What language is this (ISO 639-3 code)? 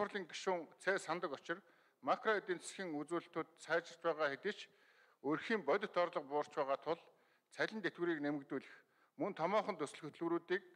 mon